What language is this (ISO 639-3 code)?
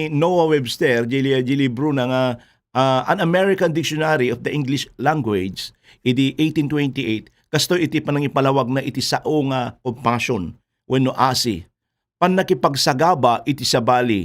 ilo